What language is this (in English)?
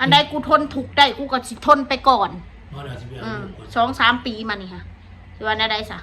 Northeastern Thai